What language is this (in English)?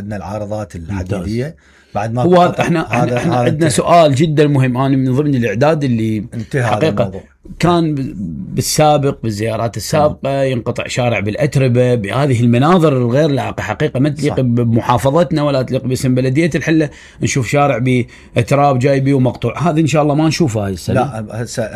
Mesopotamian Arabic